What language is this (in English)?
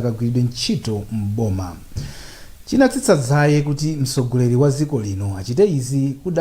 Nyanja